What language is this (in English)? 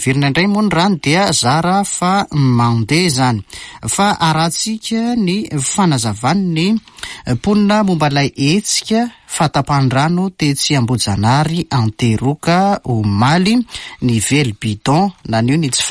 Malagasy